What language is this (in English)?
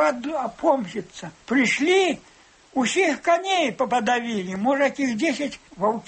Belarusian